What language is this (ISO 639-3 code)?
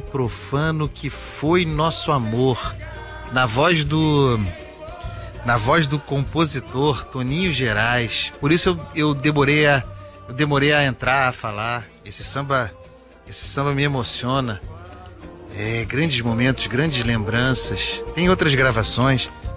por